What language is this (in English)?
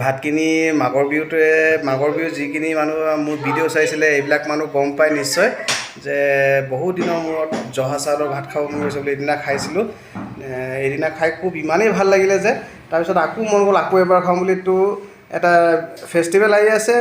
Assamese